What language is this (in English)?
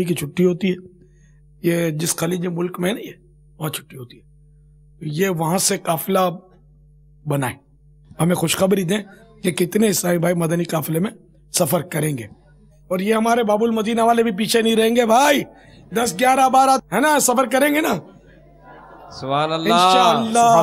Urdu